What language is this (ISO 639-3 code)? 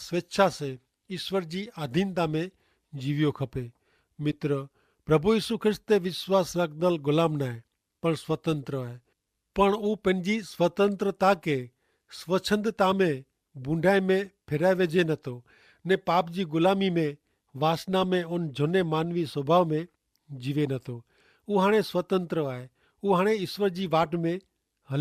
kfr